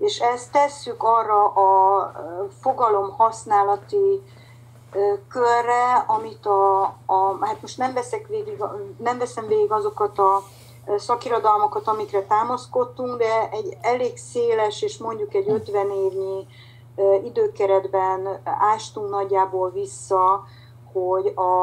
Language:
Hungarian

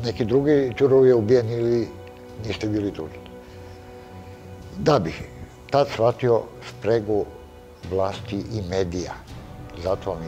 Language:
Serbian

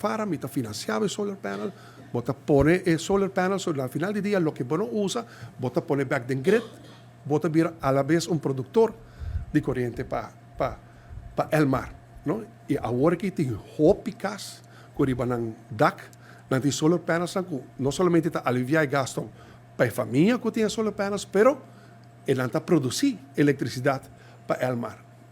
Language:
Papiamento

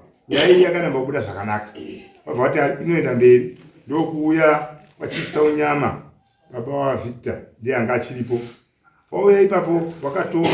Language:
Shona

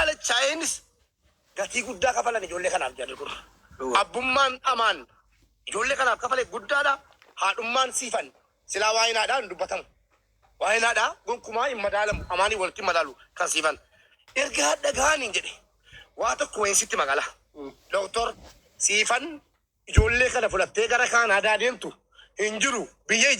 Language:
Oromo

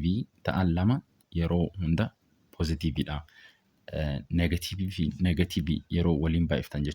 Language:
Oromo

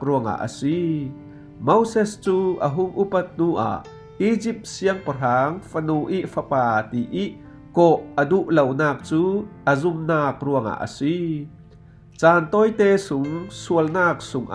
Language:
Falam Chin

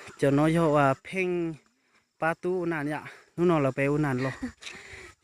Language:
Hmong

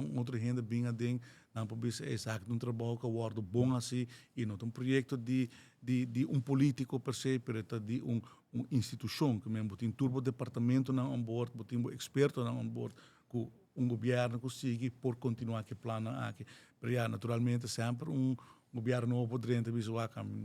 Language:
Papiamento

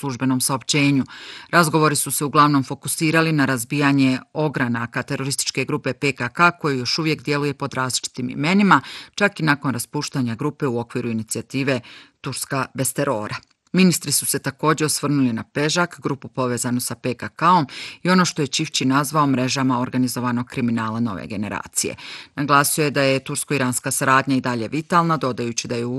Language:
Bosnian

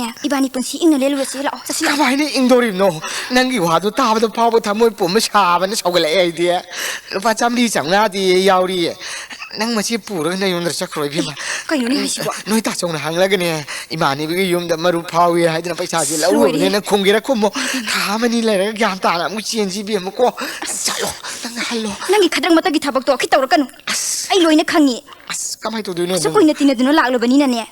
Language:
Manipuri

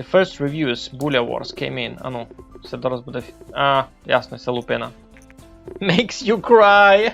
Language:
Rusyn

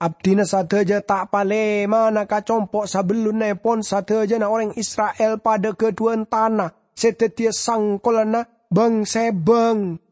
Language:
Madurese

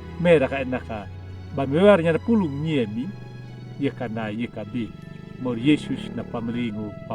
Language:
Anakalangu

